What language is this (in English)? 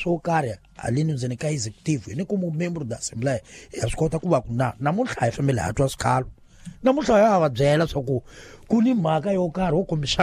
Tsonga